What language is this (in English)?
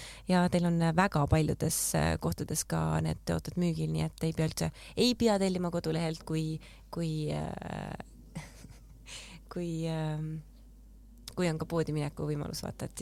Estonian